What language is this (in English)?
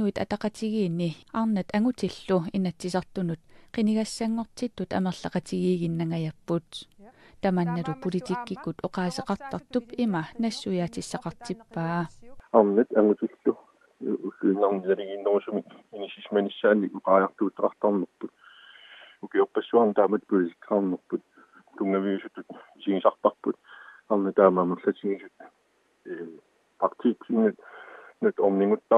Kalaallisut